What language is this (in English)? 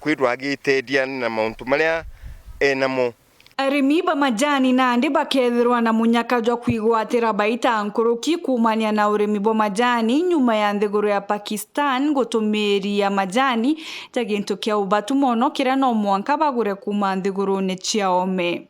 Meru